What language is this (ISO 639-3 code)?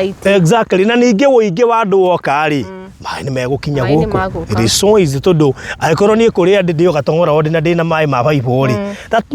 kik